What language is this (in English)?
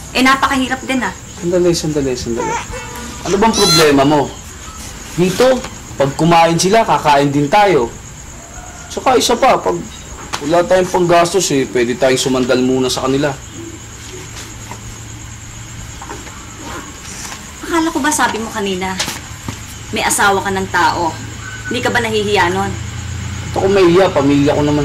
Filipino